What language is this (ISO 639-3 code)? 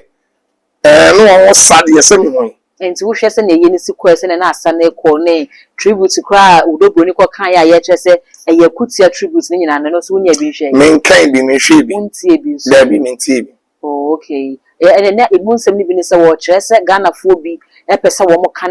aka